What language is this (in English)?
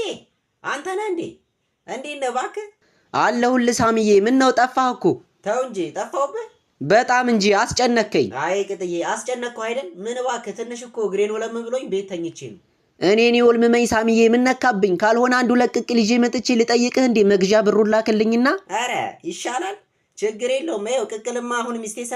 Amharic